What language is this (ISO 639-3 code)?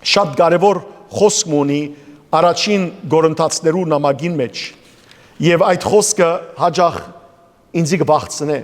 hyw